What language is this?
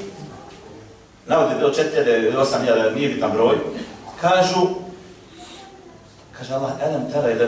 Bosnian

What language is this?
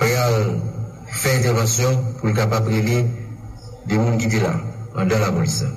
Haitian Creole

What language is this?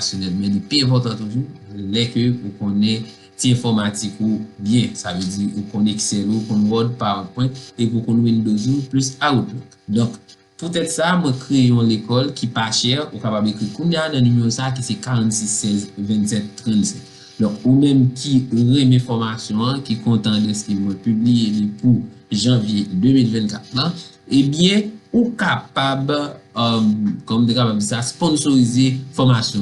Haitian Creole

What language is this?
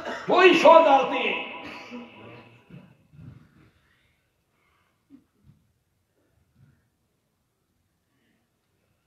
Hindi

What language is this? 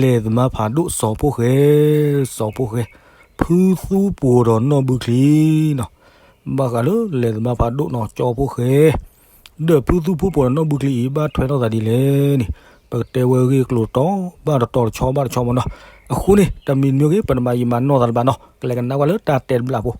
S'gaw Karen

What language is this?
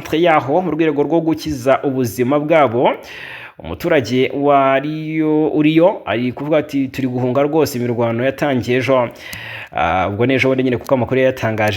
Kinyarwanda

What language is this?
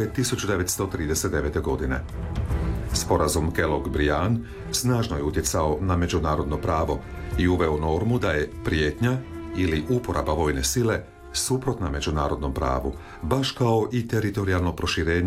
Croatian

